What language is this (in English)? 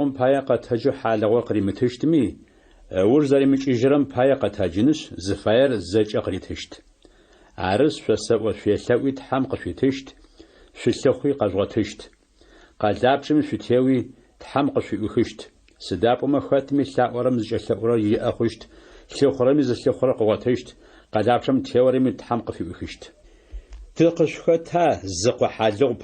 Adyghe